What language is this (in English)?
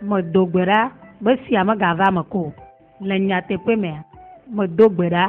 Ewe